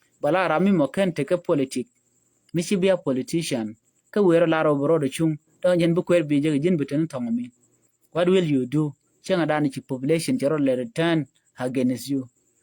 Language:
Nuer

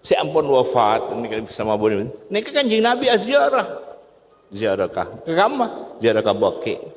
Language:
Madurese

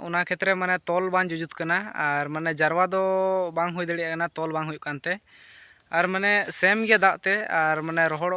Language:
Santali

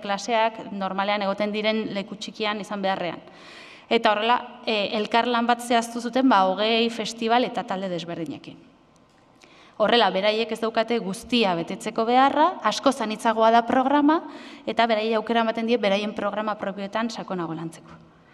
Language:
Basque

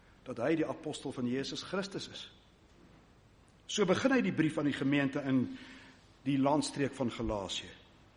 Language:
Afrikaans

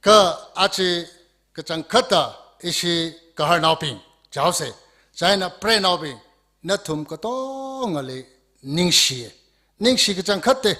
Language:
Tangkhul Naga (India)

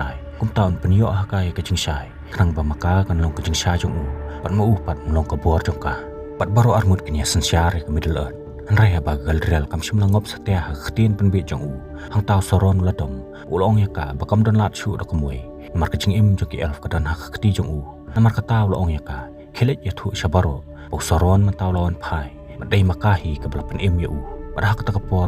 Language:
Khasi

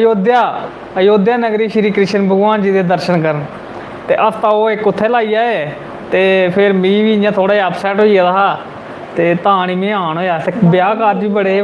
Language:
Dogri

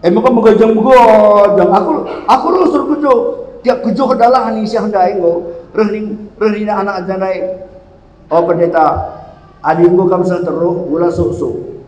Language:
Batak Karo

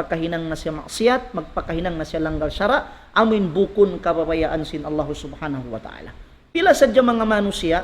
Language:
Tausug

